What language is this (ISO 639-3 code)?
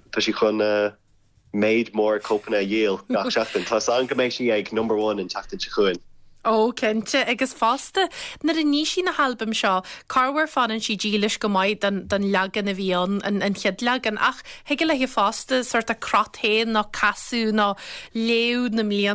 gle